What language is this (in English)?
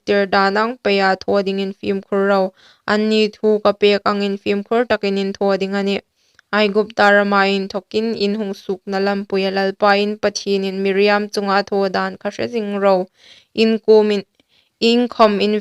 Hmar